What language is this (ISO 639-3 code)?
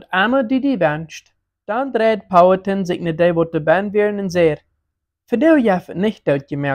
pdt